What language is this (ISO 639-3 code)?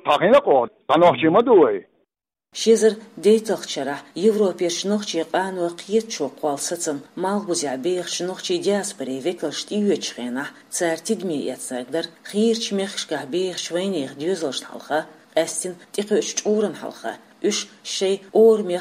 che